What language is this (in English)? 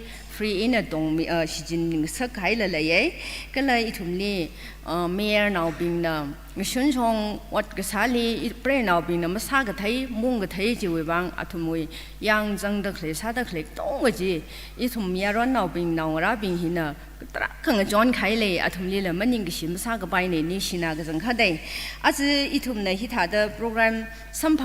Tangkhul Naga (India)